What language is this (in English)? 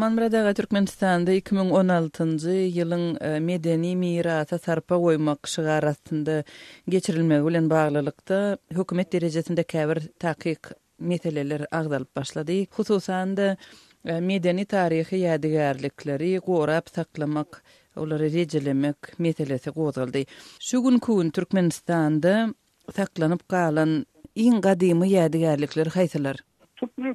Turkmen